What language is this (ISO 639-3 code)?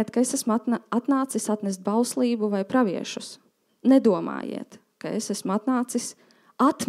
lav